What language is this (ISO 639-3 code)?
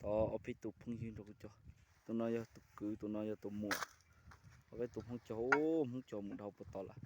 hmn